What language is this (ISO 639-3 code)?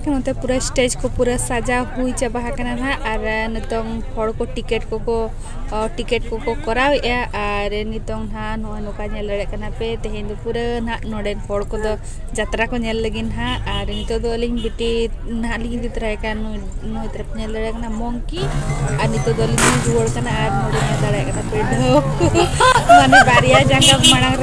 sat